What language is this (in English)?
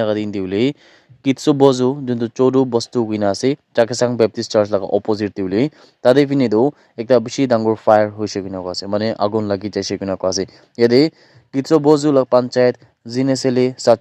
Naga Pidgin